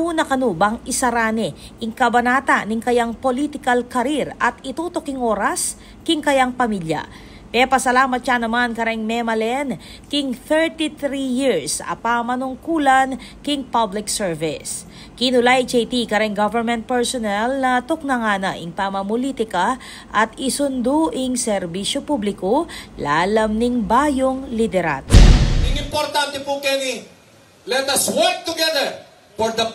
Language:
Pampanga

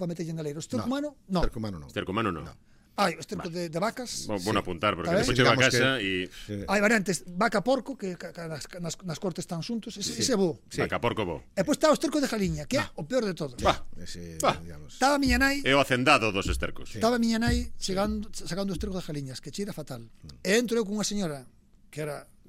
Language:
Galician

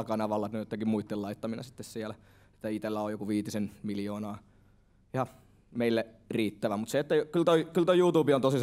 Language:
Finnish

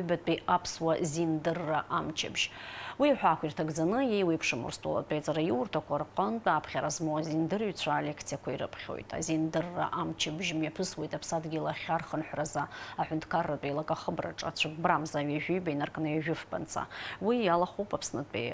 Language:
Abkhazian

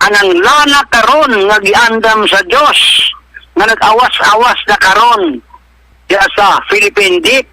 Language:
Cebuano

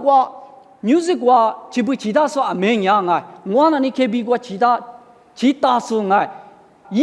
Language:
Lisu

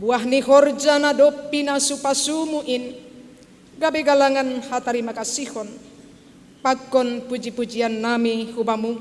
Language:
Batak Simalungun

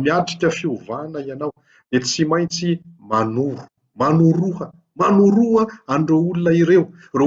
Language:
Malagasy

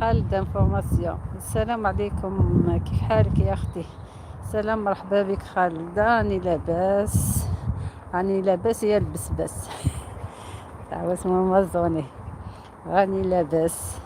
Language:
Algerian Arabic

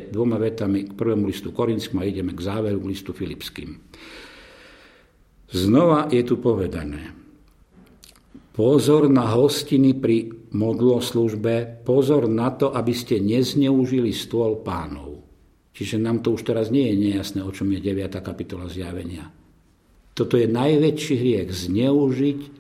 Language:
Slovak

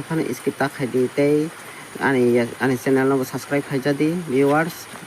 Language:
Kok Borok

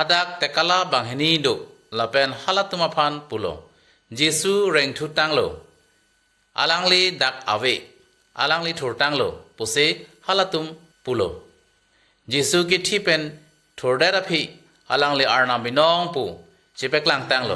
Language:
Karbi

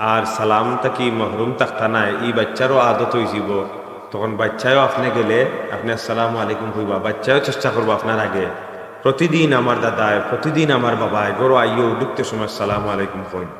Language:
Sylheti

